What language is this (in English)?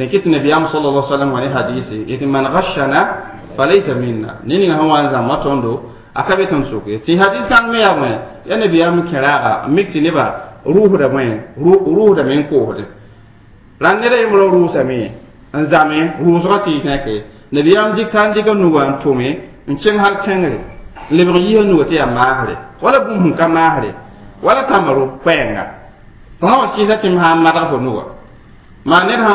Mossi